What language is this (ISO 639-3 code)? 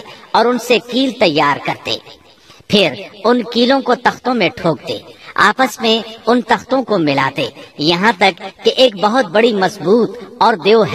urd